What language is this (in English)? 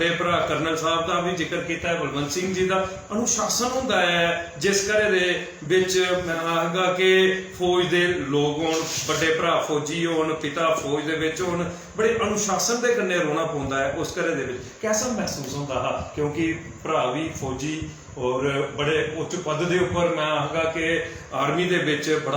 Dogri